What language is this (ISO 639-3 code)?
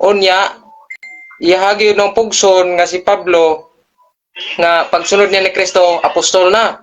ceb